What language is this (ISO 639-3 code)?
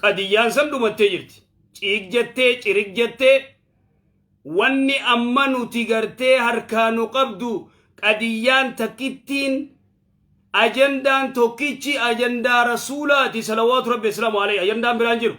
orm